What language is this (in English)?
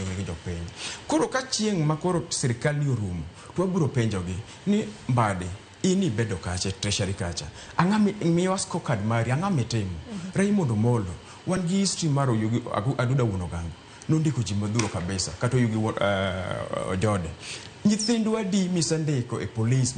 Luo (Kenya and Tanzania)